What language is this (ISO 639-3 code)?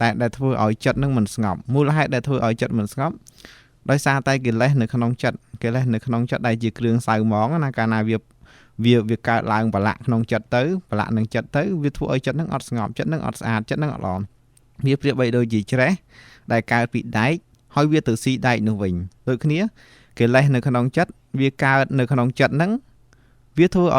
khm